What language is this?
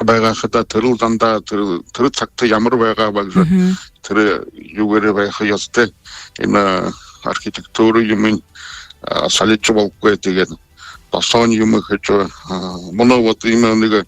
Buriat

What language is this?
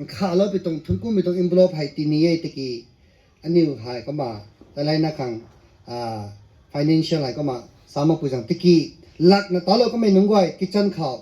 Rongmei Naga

